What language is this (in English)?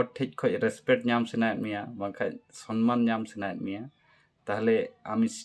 Santali